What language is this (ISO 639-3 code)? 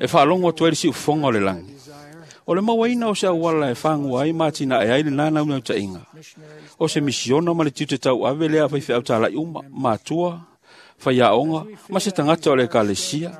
smo